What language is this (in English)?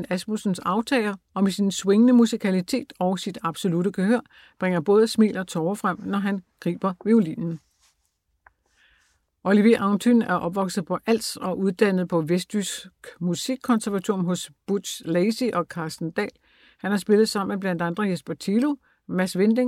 Danish